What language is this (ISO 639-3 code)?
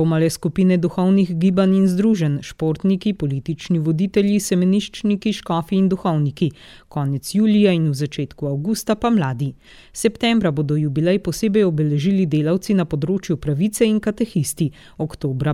slv